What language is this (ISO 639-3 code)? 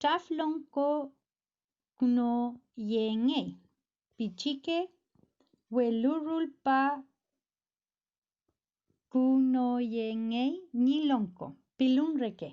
arn